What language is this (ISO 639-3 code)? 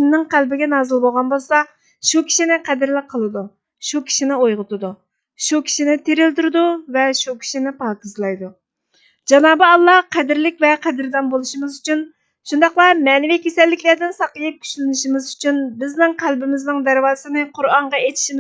uig